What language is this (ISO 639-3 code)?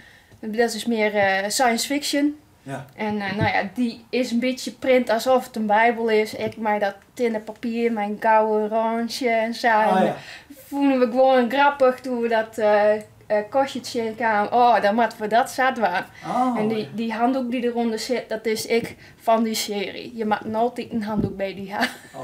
fry